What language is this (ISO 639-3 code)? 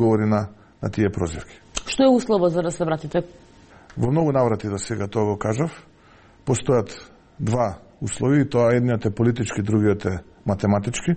mkd